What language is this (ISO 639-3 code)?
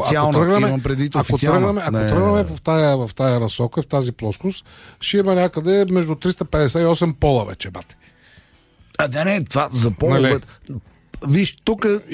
bul